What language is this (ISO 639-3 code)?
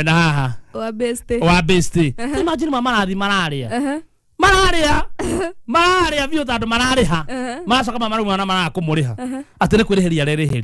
kik